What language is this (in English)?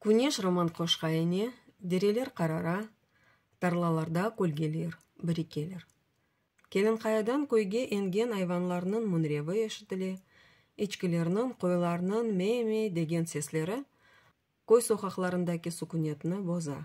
Crimean Tatar